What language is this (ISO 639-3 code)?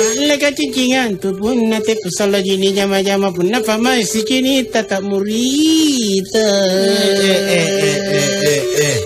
mak